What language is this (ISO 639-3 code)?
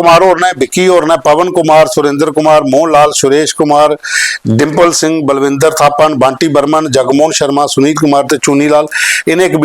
doi